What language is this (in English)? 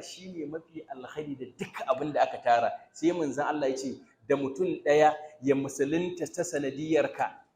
Hausa